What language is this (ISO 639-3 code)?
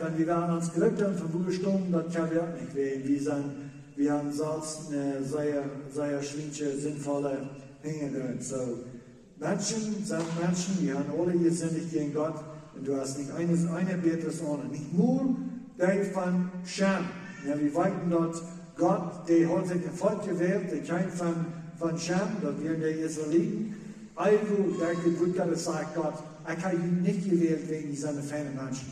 pdt